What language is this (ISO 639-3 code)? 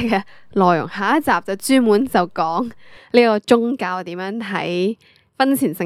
yue